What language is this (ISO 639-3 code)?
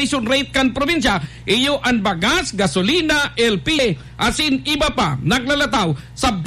bik